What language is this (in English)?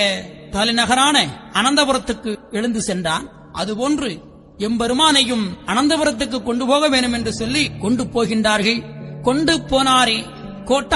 Tamil